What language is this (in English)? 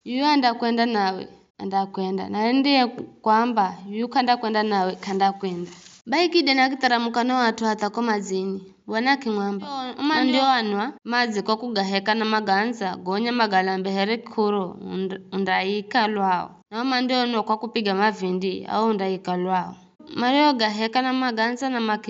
Giryama